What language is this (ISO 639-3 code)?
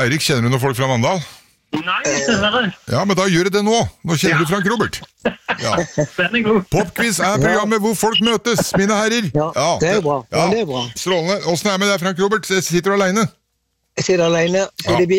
nor